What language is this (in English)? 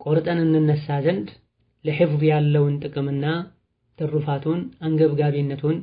Amharic